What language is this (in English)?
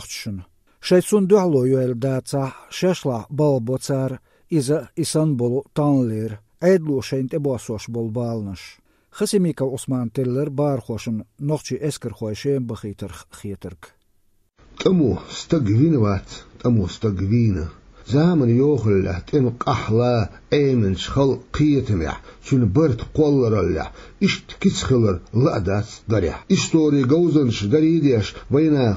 Chechen